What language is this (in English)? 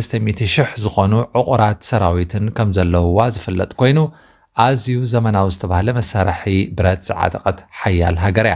Tigrinya